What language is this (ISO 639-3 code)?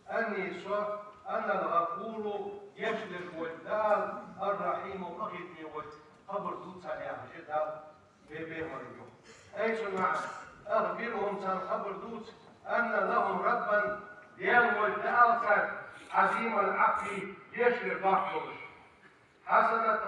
inh